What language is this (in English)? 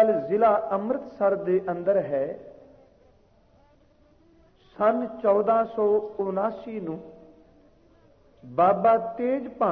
Punjabi